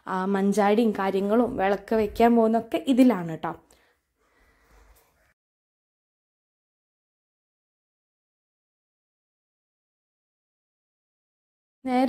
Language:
Malayalam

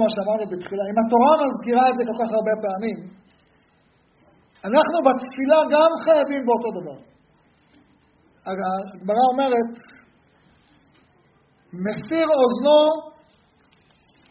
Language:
Hebrew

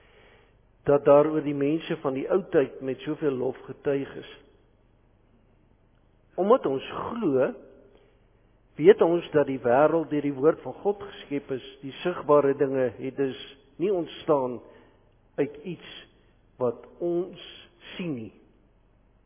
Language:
Afrikaans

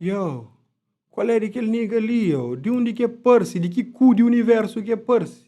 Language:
Kabuverdianu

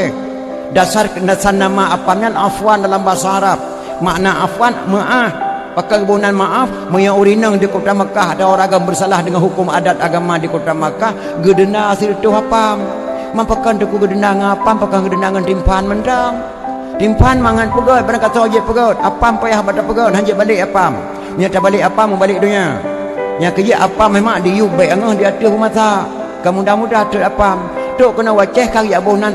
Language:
Achinese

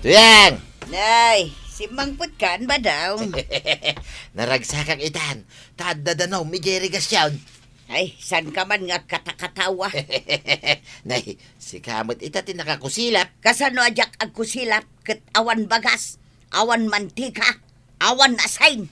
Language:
Iloko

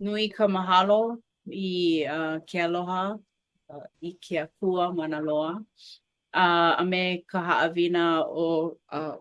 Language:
Hawaiian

